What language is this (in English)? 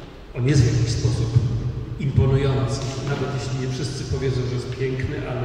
Polish